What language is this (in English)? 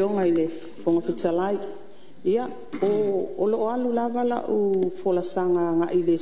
Samoan